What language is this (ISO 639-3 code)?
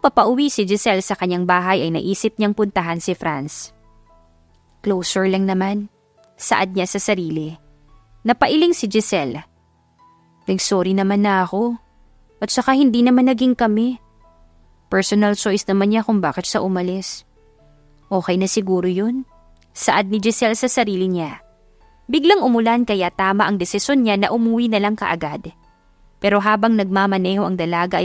fil